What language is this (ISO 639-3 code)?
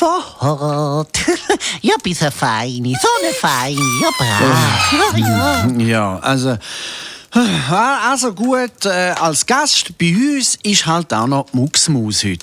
gsw